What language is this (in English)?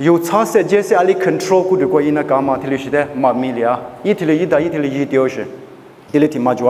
Lisu